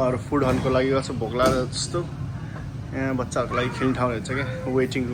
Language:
Nepali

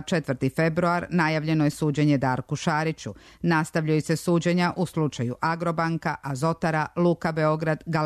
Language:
Serbian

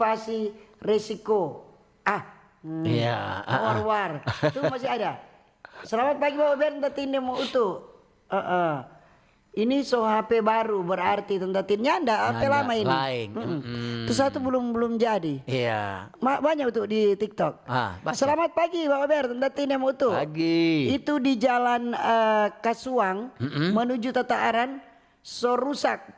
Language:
Manado Malay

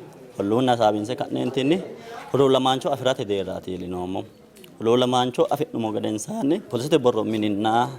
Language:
Sidamo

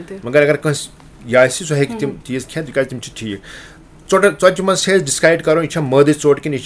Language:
Kashmiri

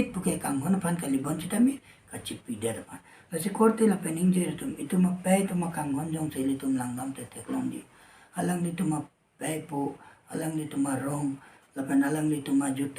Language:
Karbi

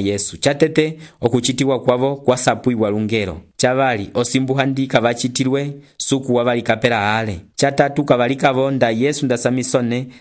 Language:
Umbundu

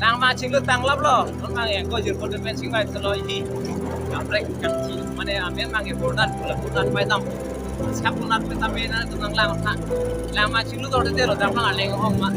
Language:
Karbi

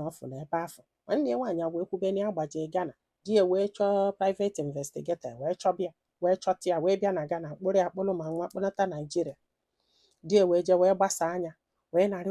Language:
Igbo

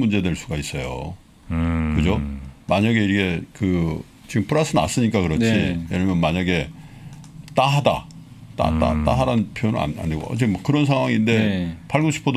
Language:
Korean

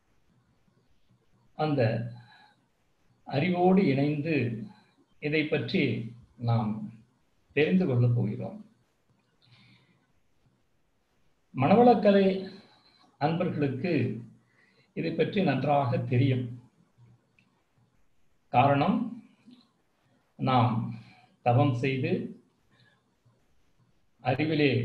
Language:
Tamil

